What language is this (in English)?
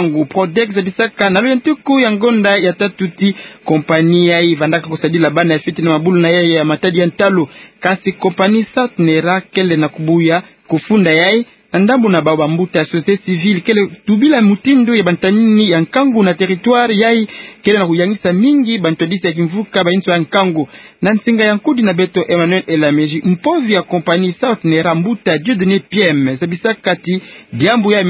Kituba (Democratic Republic of Congo)